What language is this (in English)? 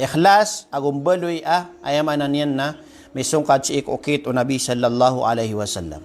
Maranao